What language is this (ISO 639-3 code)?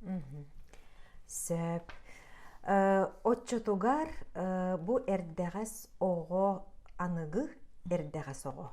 sah